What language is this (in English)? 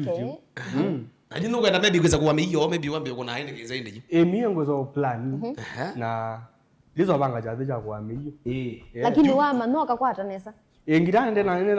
Kamba